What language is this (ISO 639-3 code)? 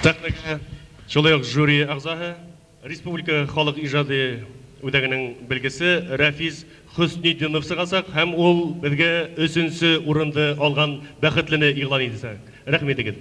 bak